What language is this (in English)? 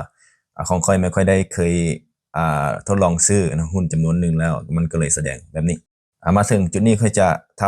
Lao